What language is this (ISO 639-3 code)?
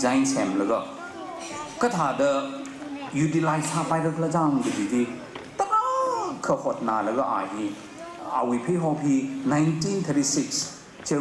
nmf